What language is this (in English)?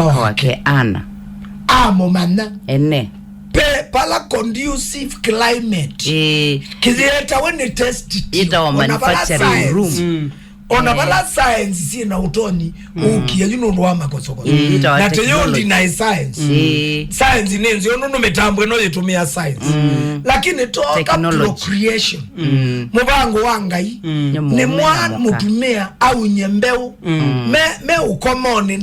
Kamba